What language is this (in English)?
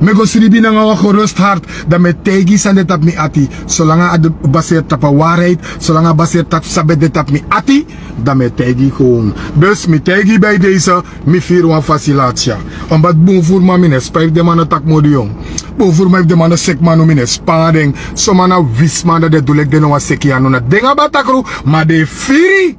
Sranan Tongo